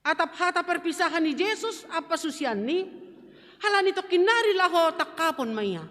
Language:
Batak Simalungun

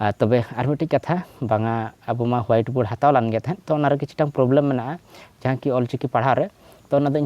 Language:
Santali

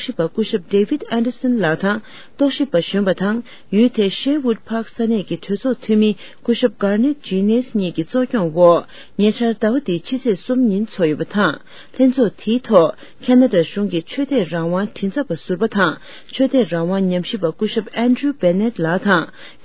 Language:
Tibetan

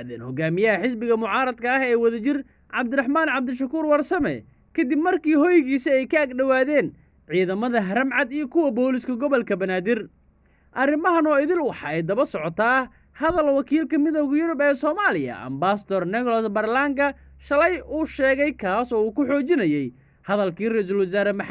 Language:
Somali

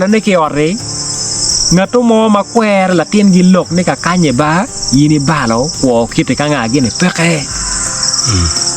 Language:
Acoli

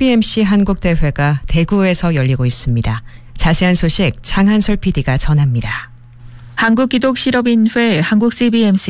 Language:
Korean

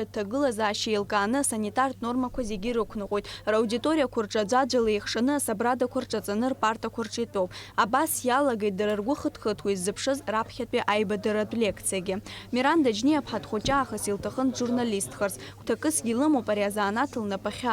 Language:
Abkhazian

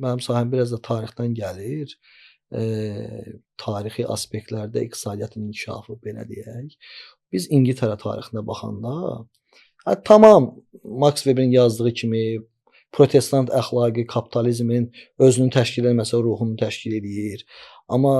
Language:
Azerbaijani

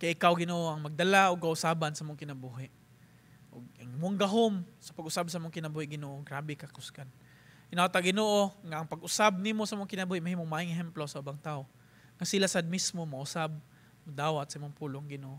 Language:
Cebuano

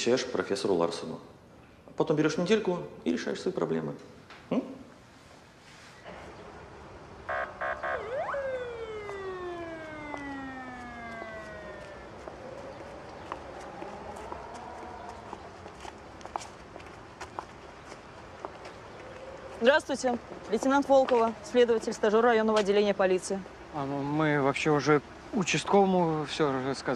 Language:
Russian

